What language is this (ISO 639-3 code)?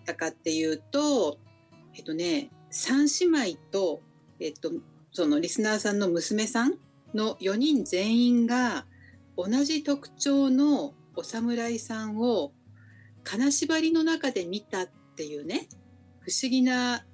jpn